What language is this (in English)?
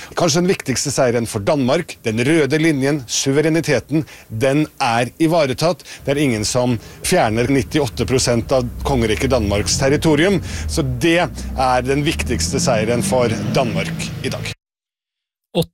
Norwegian